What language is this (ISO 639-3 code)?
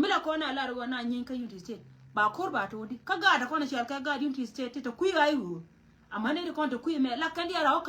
nus